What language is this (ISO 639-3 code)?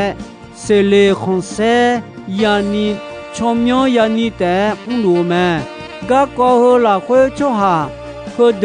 ahk